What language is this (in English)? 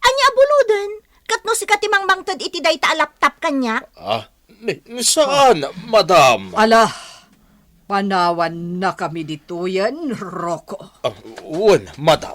Iloko